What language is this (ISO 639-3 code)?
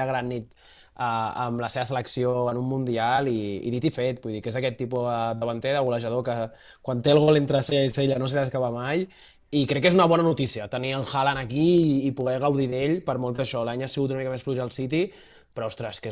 cat